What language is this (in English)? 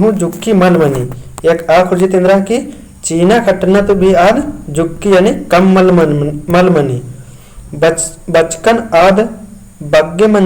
Kurukh